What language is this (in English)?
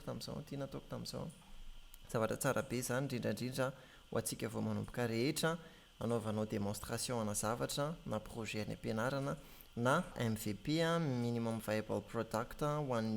Malagasy